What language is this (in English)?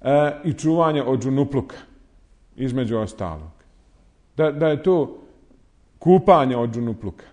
Bosnian